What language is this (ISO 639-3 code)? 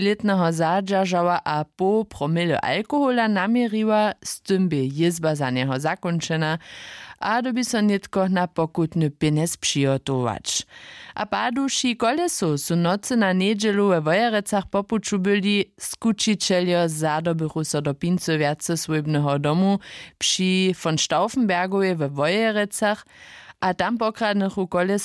hsb